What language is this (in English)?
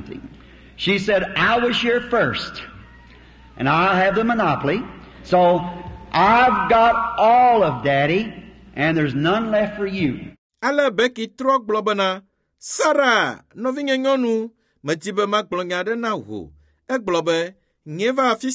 Ewe